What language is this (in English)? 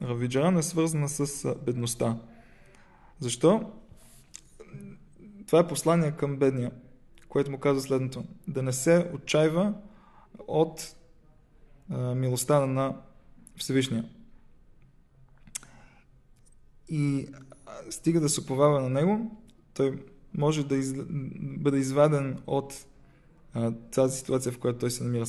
Bulgarian